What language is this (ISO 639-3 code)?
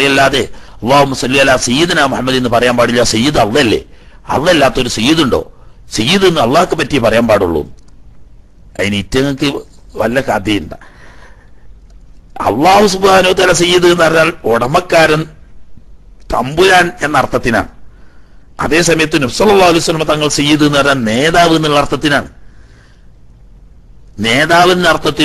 mal